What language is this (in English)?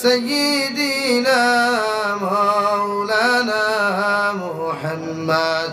Sylheti